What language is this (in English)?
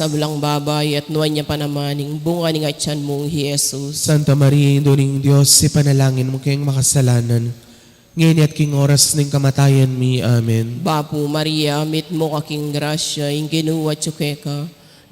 Pampanga